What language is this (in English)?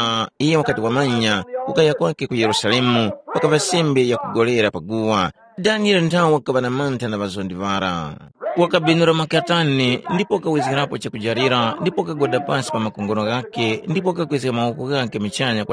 Tumbuka